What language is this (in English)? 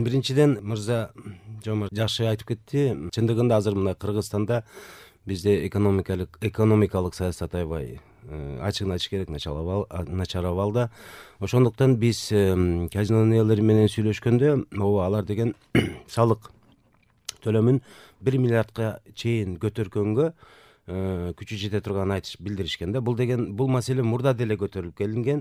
Kyrgyz